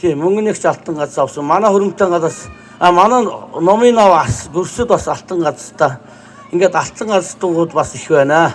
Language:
Mongolian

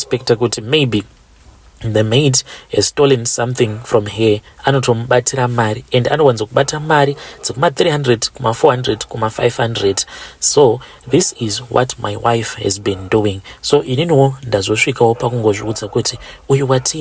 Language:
Shona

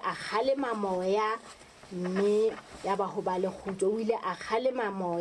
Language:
Southern Sotho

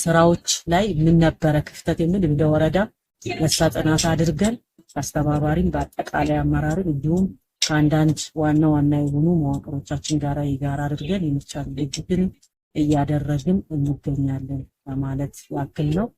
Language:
Amharic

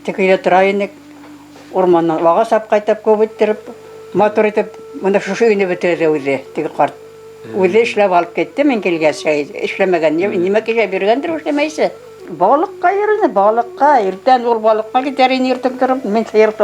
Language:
Bashkir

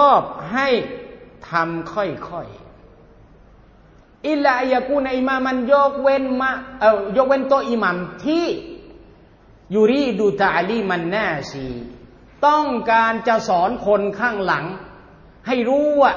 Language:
Thai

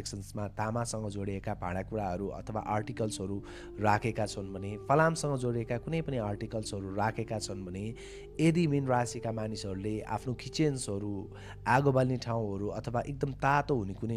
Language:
Nepali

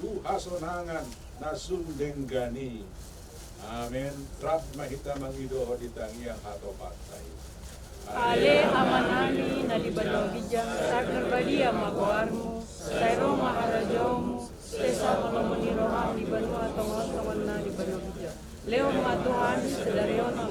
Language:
Batak Toba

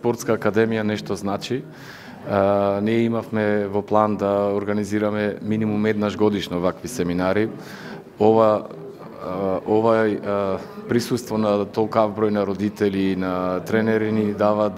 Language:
Macedonian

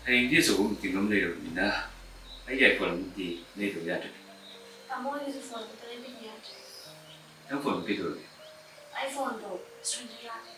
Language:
Manipuri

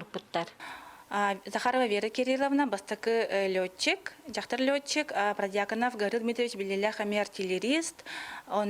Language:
Yakut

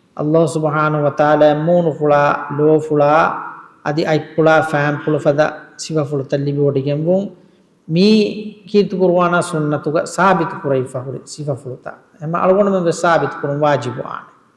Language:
Divehi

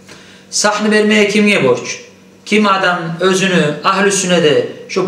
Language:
Kumyk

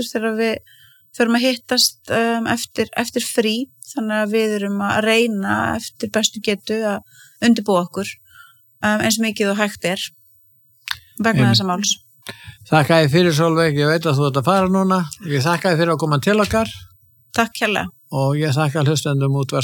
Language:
Icelandic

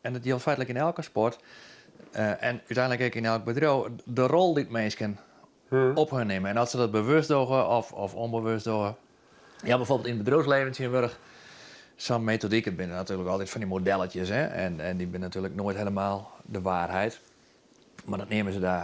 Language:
Western Frisian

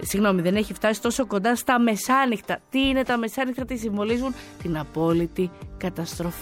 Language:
Greek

